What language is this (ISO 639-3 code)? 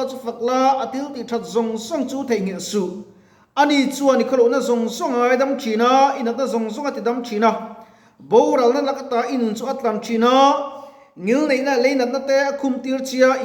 lus